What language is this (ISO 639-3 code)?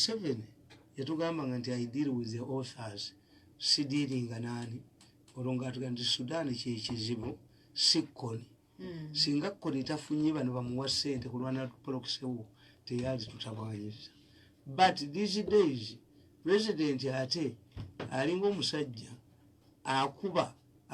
lug